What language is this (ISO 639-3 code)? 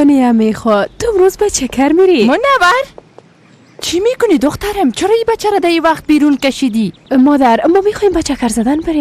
fas